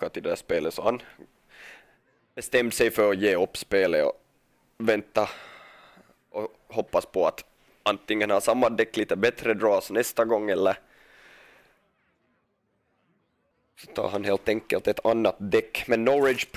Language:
Swedish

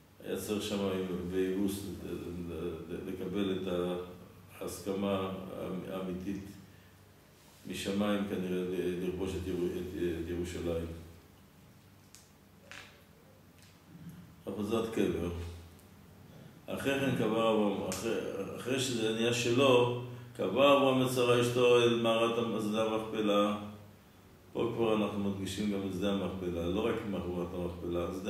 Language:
Hebrew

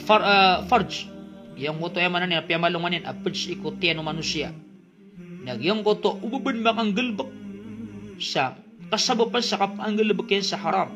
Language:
Maranao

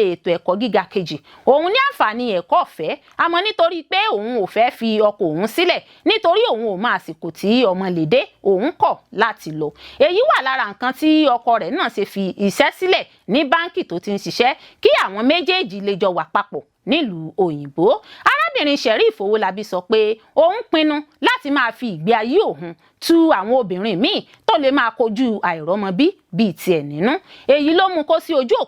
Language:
Yoruba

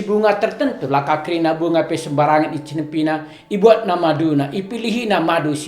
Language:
Batak Karo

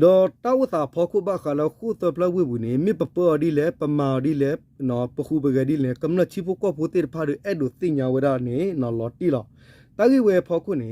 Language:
S'gaw Karen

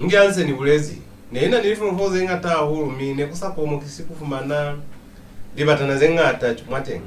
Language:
Lozi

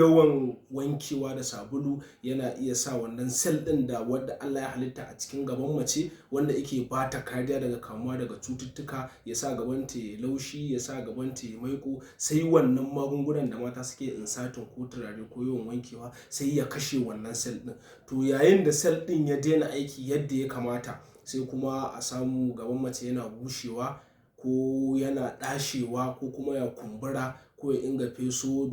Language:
Hausa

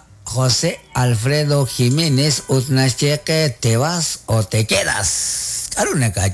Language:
Kekchí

